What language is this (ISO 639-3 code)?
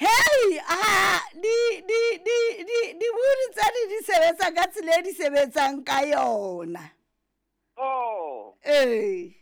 sot